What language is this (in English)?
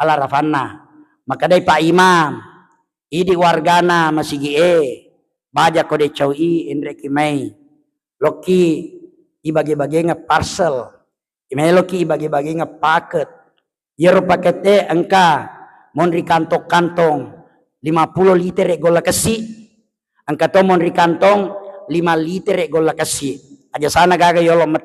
Buginese